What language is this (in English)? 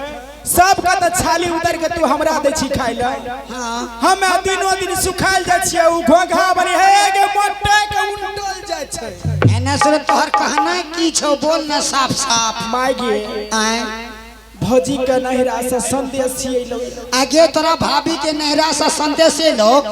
Angika